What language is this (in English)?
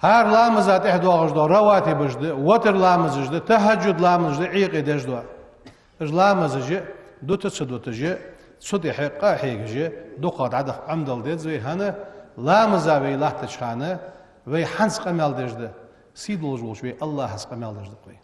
Ingush